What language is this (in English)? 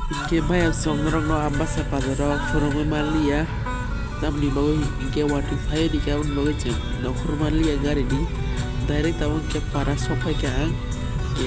Kok Borok